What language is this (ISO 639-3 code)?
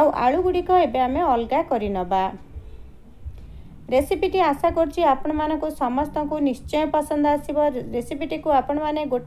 ori